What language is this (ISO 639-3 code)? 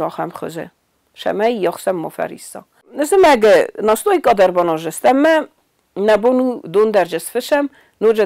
oss